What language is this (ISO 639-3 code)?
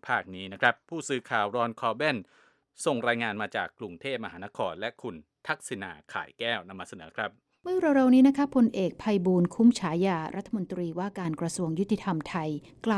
tha